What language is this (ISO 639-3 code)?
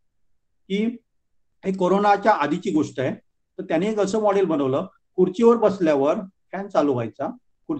mar